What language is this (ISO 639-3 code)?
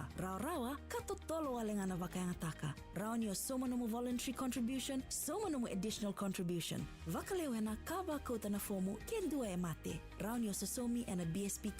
fij